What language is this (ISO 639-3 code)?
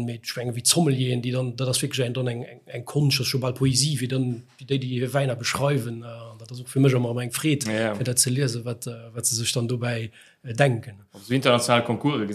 ltz